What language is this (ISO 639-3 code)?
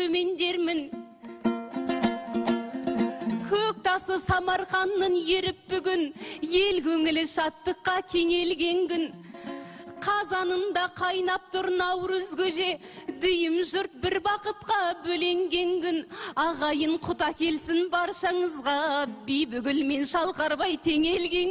kaz